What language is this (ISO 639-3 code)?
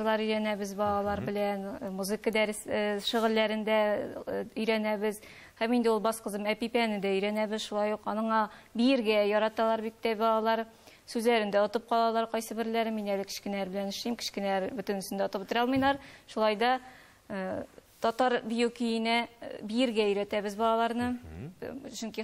tat